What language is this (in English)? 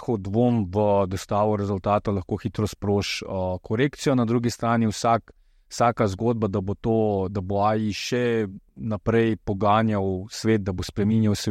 Slovenian